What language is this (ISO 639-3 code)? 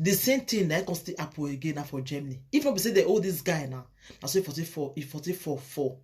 pcm